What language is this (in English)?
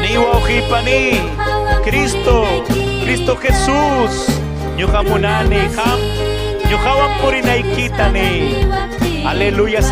Ayacucho Quechua